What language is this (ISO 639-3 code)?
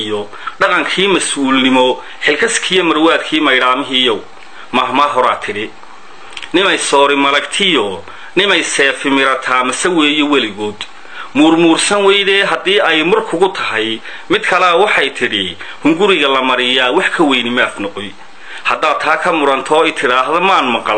som